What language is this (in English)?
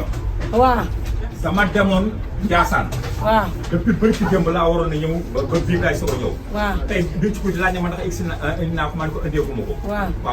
Wolof